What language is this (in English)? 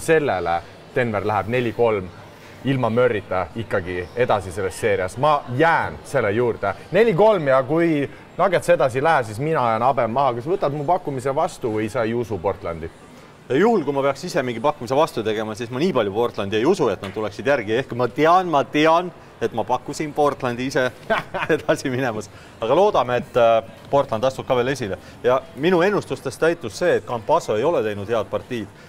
Estonian